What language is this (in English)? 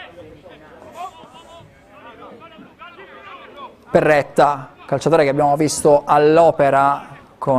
Italian